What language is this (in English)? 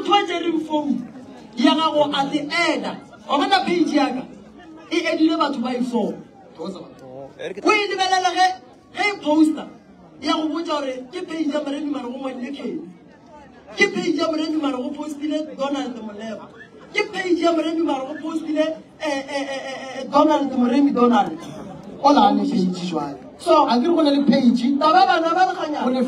Northern Sotho